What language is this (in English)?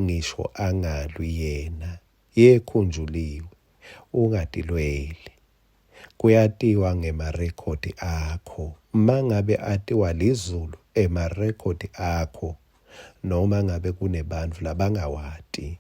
Swati